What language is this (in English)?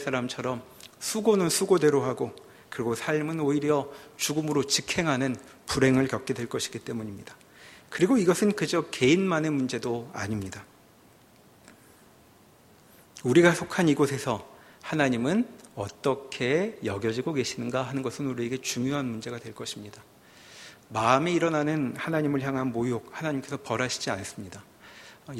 Korean